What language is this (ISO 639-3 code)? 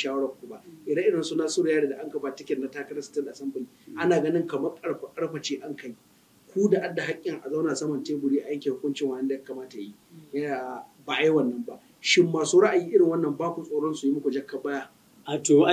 hau